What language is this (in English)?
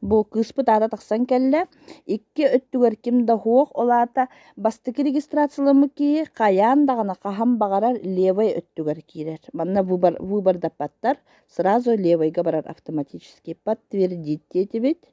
Yakut